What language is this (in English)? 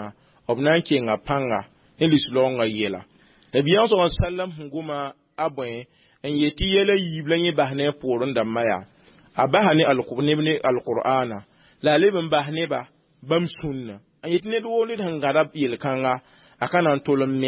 Mossi